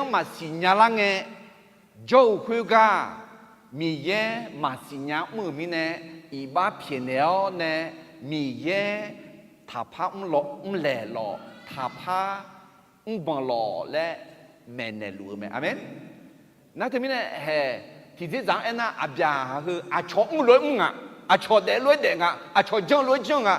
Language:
Akha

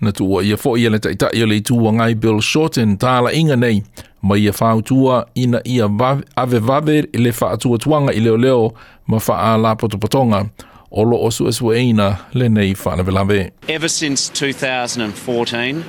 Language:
Samoan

